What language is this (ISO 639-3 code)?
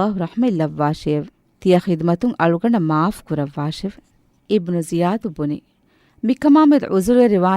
div